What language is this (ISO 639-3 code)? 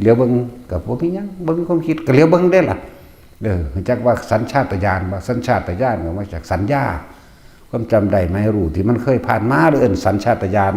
tts